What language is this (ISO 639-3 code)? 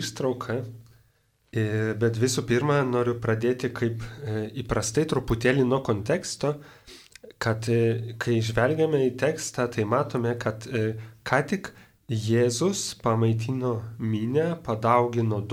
lit